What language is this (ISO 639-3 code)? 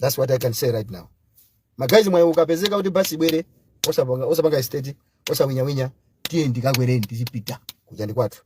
nya